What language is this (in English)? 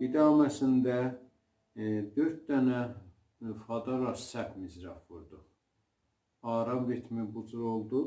South Azerbaijani